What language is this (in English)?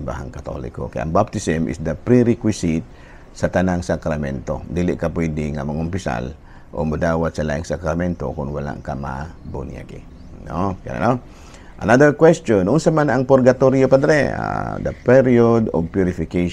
Cebuano